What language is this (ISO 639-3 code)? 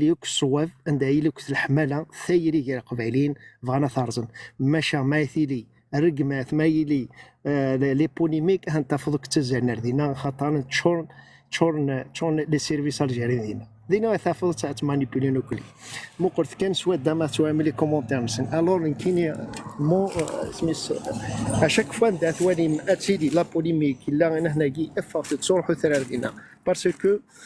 kab